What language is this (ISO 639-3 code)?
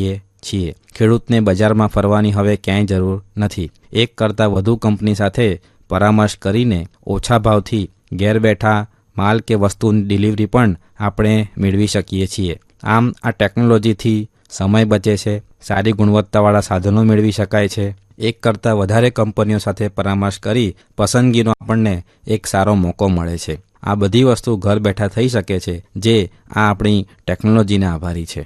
guj